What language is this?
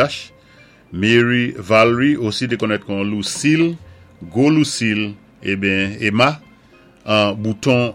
Saint Lucian Creole French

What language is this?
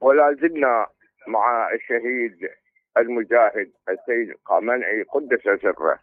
Mesopotamian Arabic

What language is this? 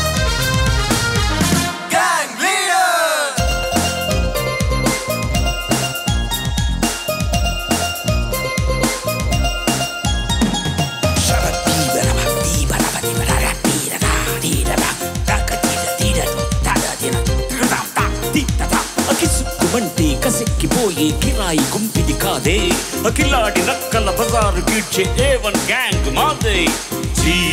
Telugu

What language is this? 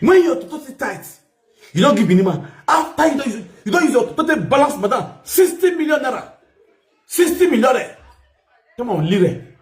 Nigerian Pidgin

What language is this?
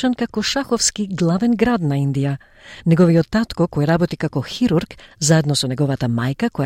Macedonian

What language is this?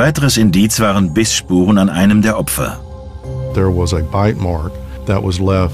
German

